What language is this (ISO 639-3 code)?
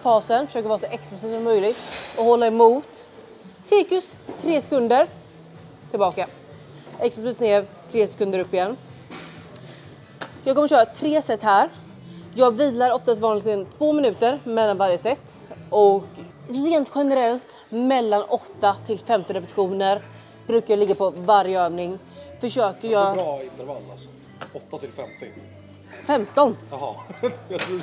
swe